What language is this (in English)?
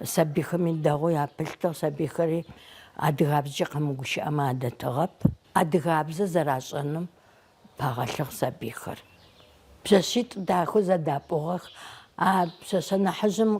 Adyghe